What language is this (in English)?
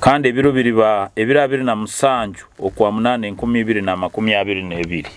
Nyoro